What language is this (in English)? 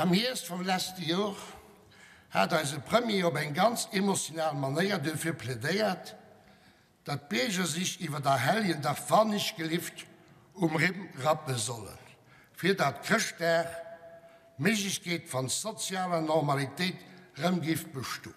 Luxembourgish